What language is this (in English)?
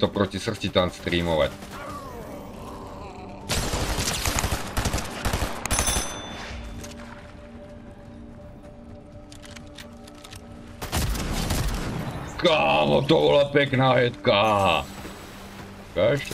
Slovak